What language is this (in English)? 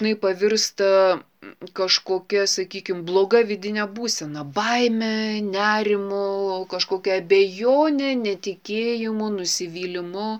Lithuanian